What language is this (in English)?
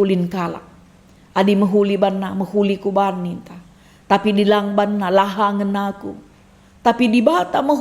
Batak Karo